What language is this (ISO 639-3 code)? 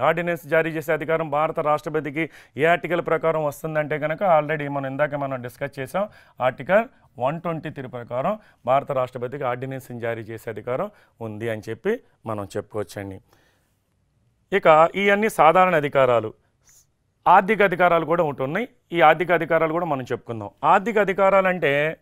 tel